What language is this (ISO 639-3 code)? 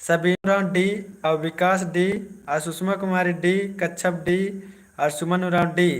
kru